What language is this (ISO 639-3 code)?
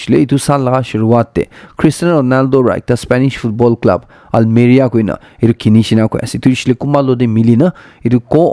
nag